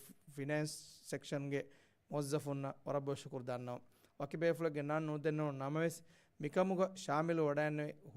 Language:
Divehi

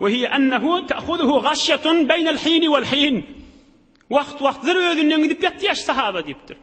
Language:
Turkmen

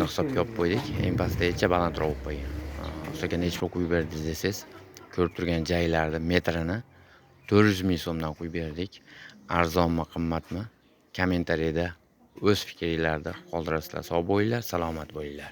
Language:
Uzbek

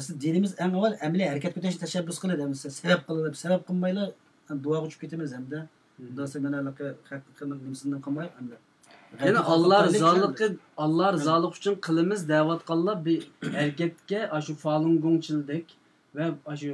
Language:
Uyghur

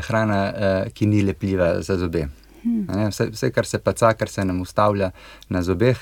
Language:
Slovenian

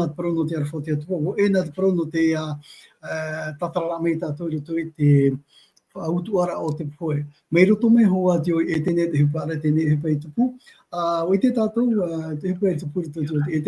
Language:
Tahitian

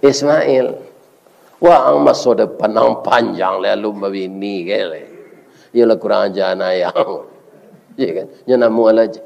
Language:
Minangkabau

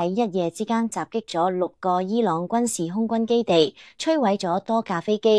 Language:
Cantonese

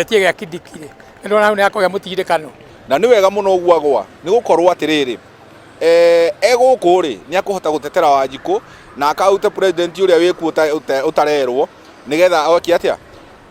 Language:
Kikuyu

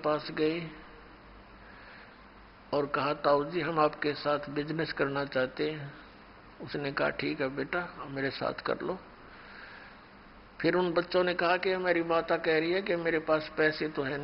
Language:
Hindi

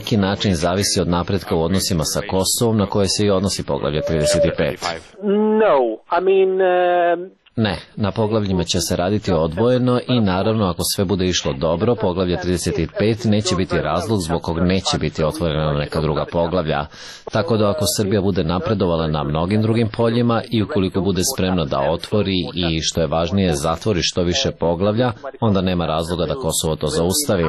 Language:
Serbian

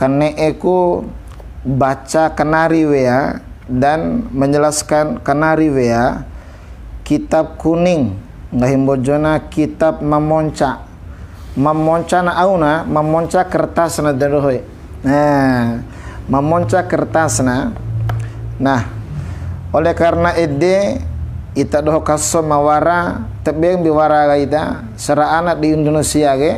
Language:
Bima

